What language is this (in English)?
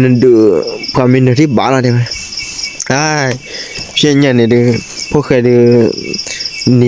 S'gaw Karen